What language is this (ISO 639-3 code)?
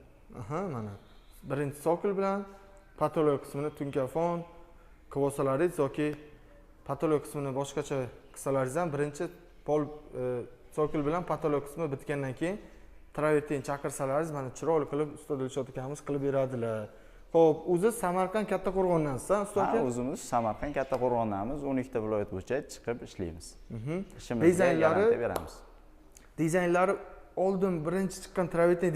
uzb